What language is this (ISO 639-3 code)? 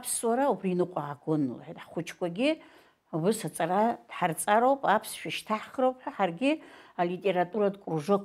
abk